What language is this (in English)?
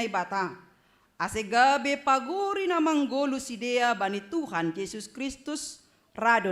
Batak Simalungun